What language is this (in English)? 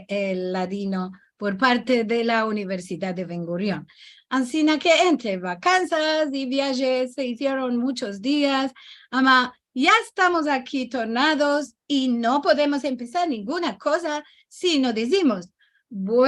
Ladino